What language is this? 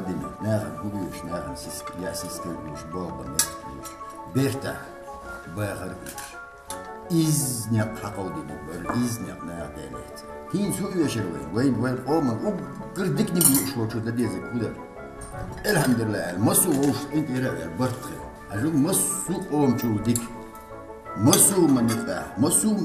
Chechen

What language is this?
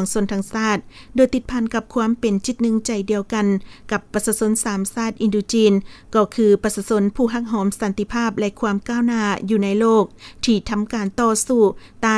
Lao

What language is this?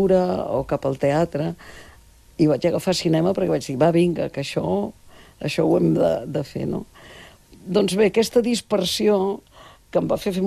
Catalan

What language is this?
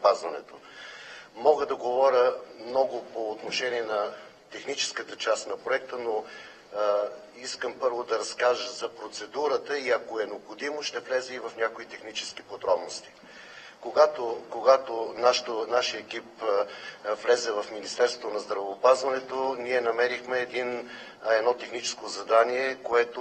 Bulgarian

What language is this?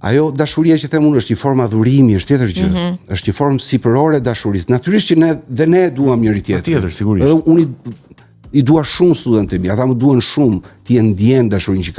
Albanian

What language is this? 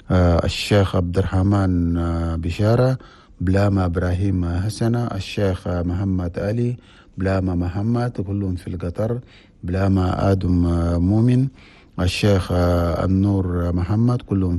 Chadian Arabic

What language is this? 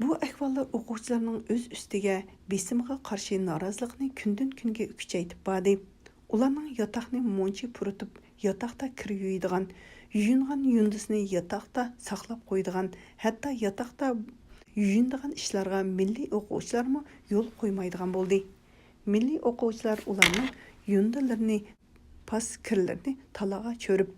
Uyghur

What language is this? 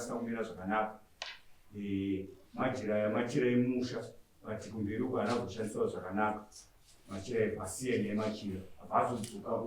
Shona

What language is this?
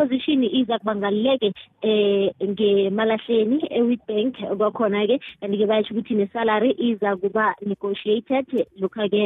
South Ndebele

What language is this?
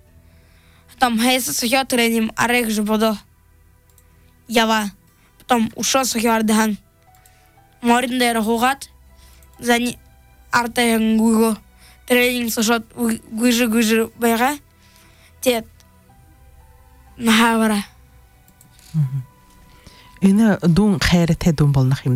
Buriat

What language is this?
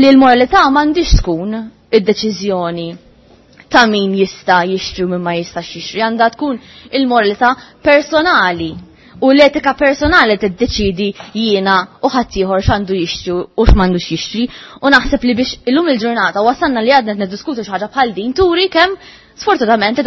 Maltese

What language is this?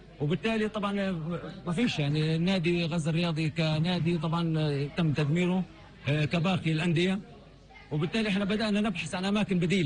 North Levantine Arabic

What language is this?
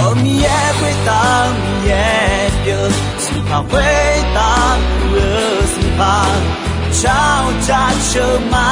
Akha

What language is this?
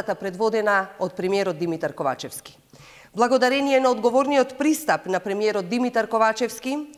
Macedonian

